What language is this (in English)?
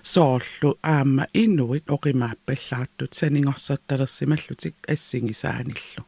Kalaallisut